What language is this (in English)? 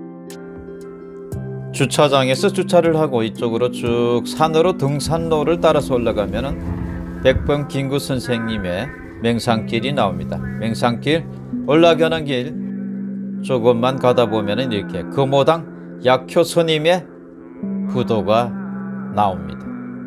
Korean